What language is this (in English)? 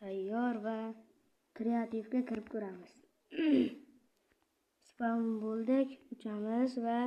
Uzbek